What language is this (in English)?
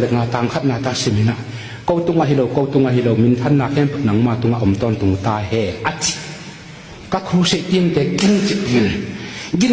Tedim Chin